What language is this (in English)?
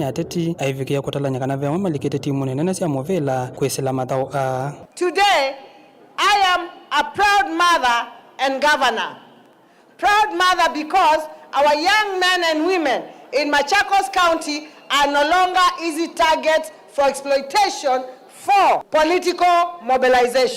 Kamba